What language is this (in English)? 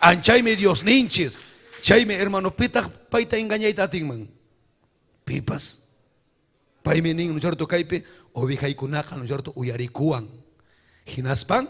Ayacucho Quechua